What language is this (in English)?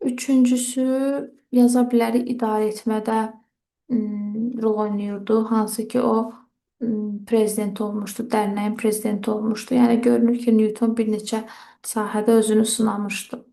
Azerbaijani